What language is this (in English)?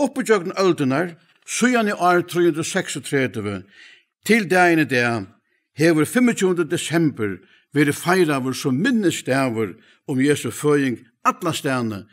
Faroese